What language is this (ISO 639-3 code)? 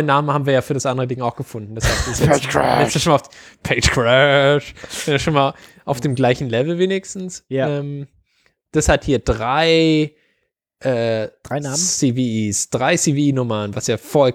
deu